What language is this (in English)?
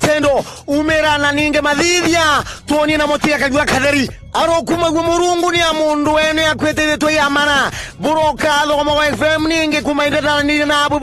Meru